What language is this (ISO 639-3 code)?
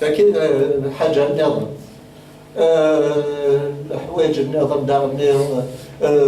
kab